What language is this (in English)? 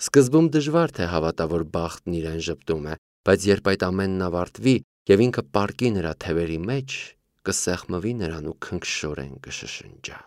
Armenian